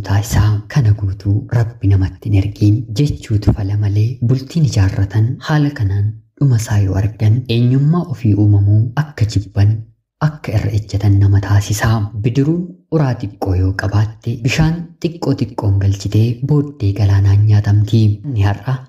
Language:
Oromo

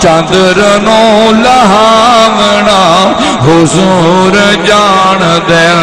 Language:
Saraiki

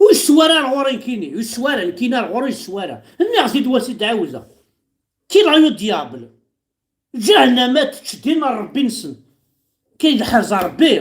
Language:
Kabyle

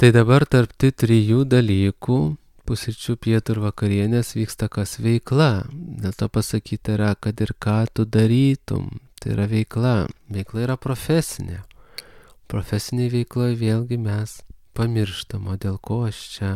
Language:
Lithuanian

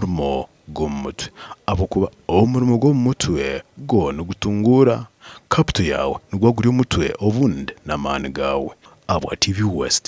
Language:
Nyankole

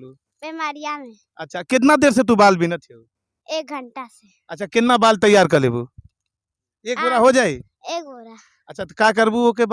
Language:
Bhojpuri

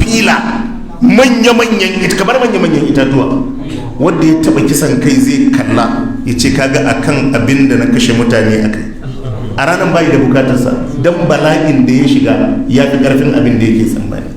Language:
Hausa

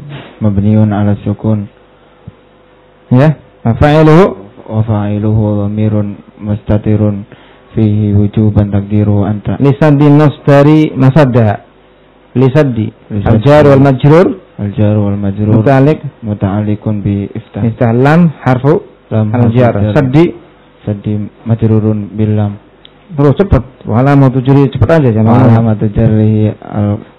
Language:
Indonesian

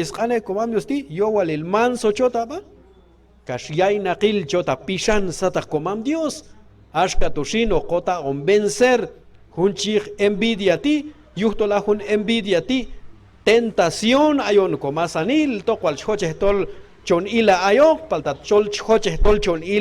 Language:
Q'anjob'al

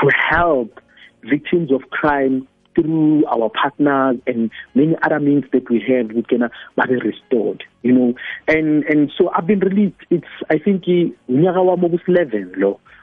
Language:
South Ndebele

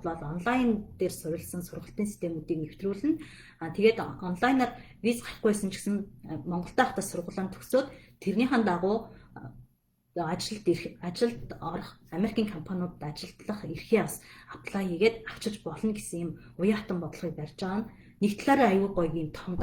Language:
Mongolian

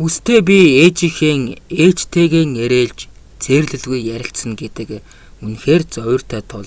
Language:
Mongolian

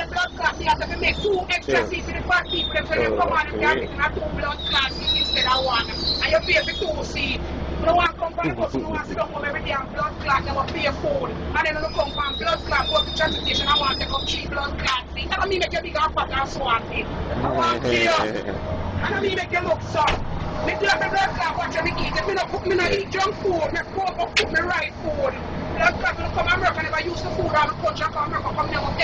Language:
Jamaican Creole English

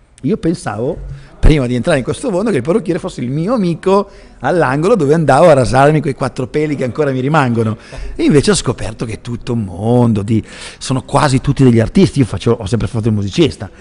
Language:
Italian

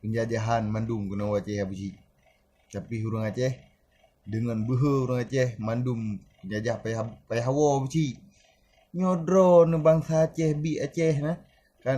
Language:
Achinese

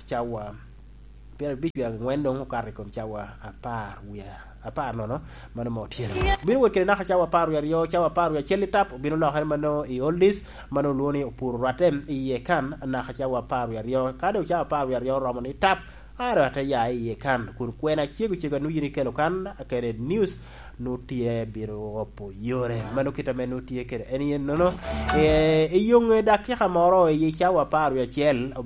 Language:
Lango (Uganda)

